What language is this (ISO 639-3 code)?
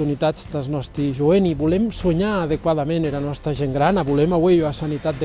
oci